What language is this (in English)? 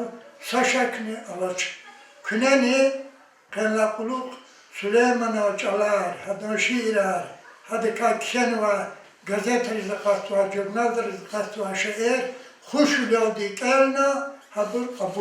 Lezghian